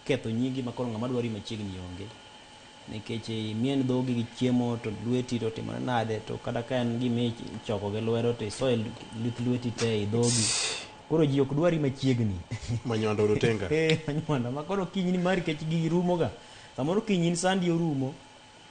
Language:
Luo (Kenya and Tanzania)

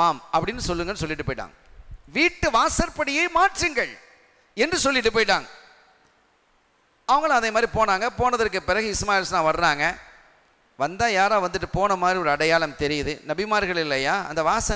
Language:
Tamil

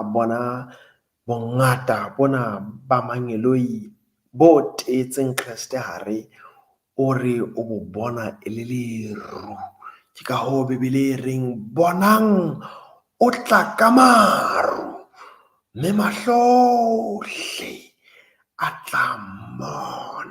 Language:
Southern Sotho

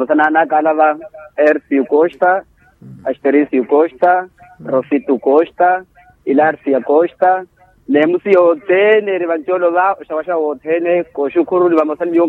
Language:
Makhuwa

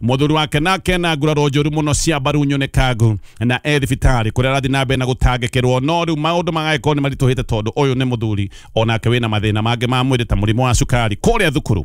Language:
Kikuyu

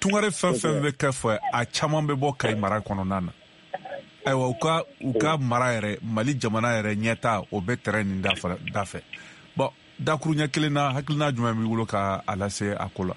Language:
Bambara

